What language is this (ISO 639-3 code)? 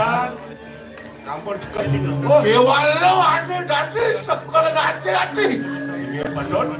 ban